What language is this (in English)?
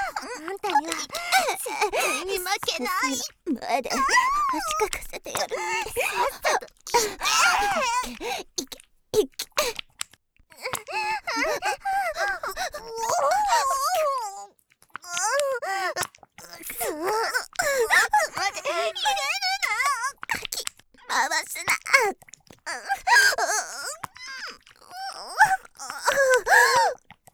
Japanese